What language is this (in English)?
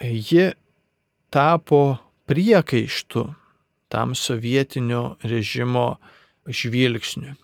Lithuanian